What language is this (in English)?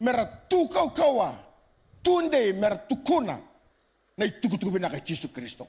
Fijian